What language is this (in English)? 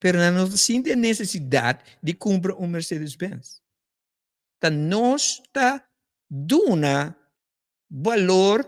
Papiamento